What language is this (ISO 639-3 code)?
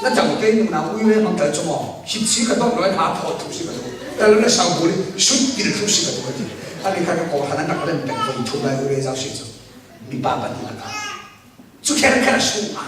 cfm